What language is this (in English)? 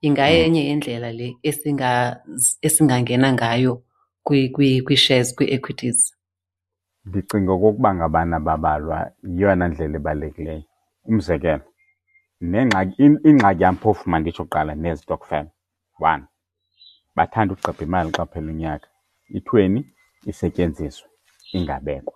Xhosa